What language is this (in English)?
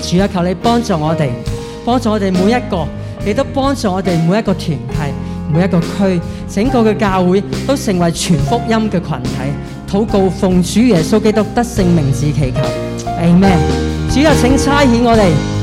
Cantonese